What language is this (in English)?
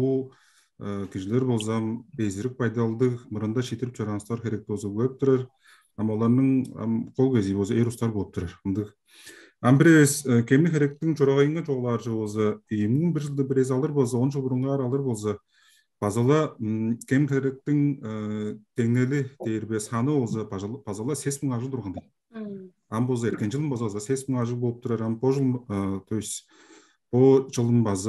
Tuvinian